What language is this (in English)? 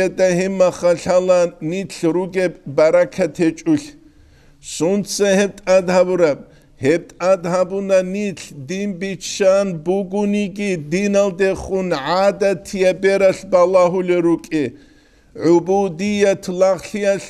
Avaric